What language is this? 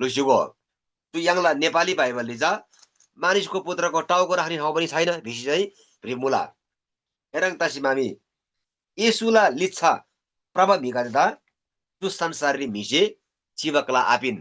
Eastern Tamang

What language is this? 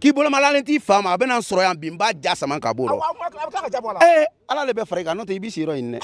Bambara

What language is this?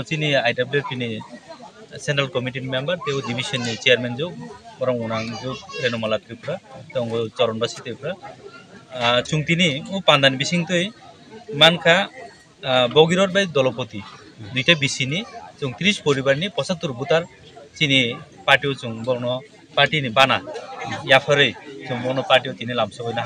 Kok Borok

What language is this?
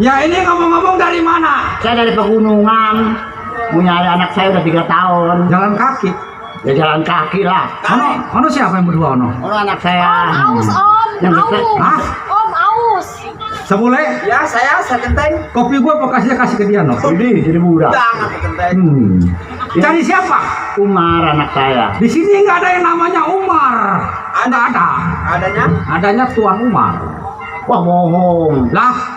Betawi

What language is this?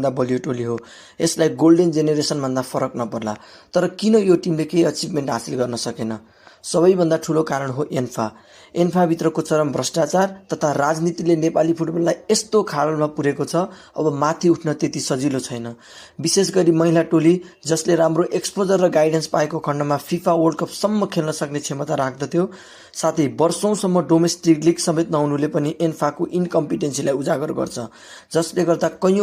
Nepali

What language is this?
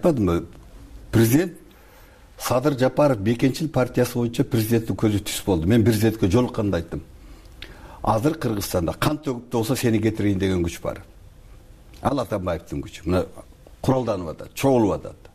Kyrgyz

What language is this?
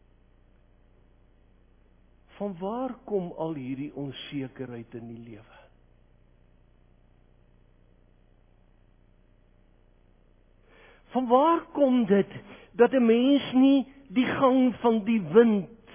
Afrikaans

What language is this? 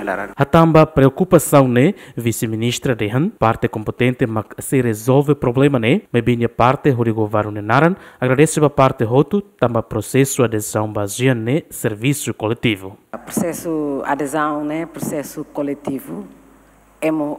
Tetum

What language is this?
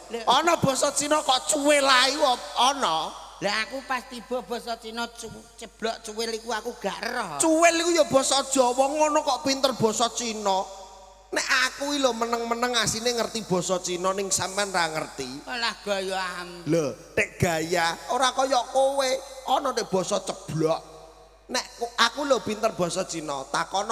Javanese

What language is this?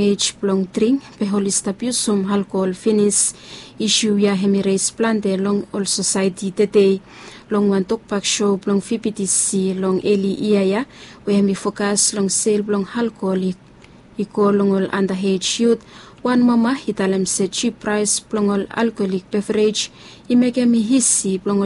Bislama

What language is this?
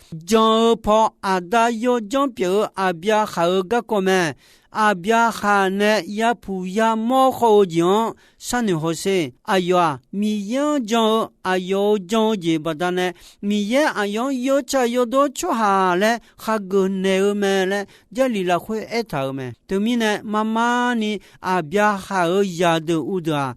Akha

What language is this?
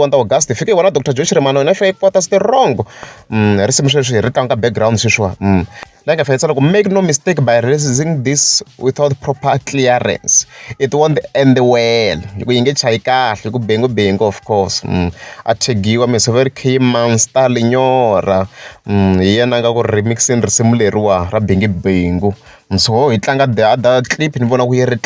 Tsonga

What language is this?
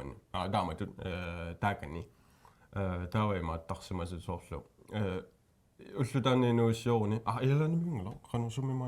Kalaallisut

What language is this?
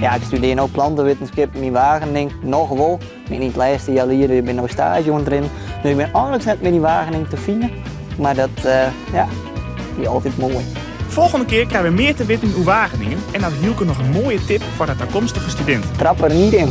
Western Frisian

